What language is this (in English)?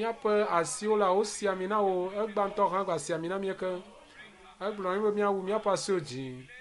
Ewe